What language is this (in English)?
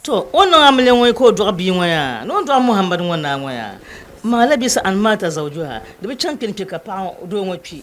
Dagbani